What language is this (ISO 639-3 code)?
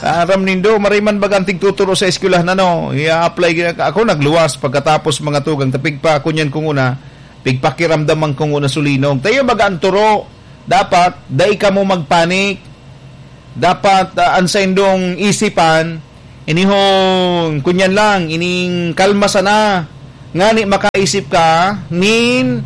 bik